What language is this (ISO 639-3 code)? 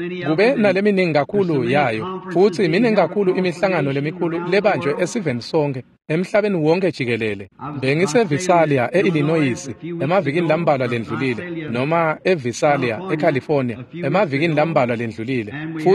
ssw